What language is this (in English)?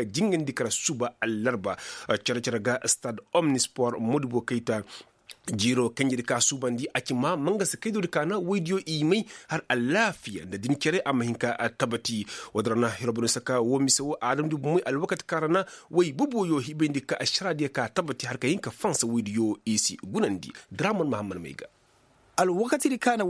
Koyraboro Senni